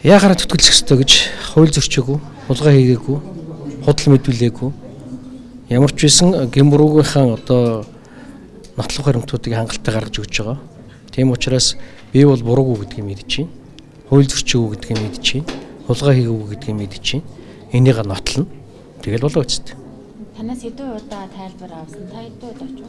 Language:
Mongolian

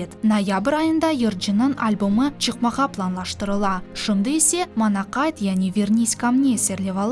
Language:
Crimean Tatar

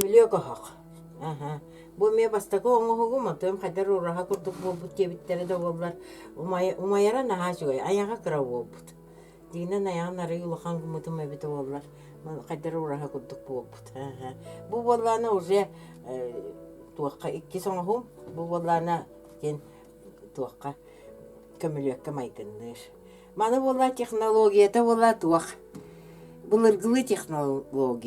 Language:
Yakut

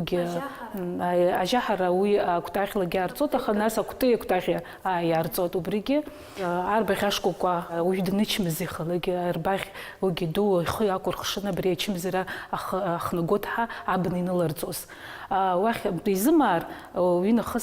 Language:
Abkhazian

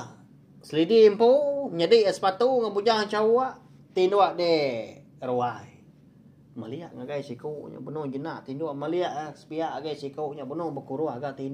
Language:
Iban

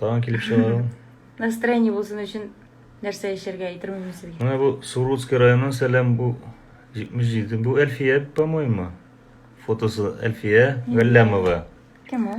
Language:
Tatar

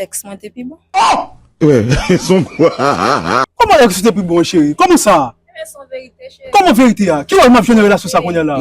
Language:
Haitian Creole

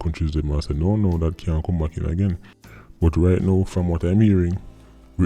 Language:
Jamaican Creole English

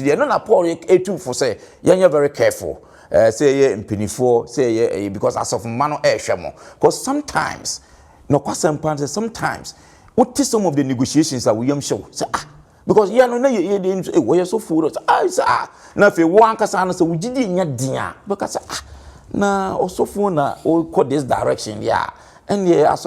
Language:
Akan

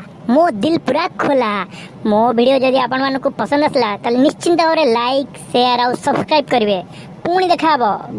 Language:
Odia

